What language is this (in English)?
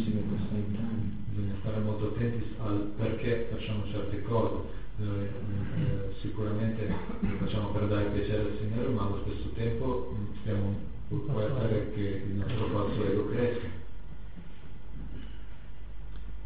Italian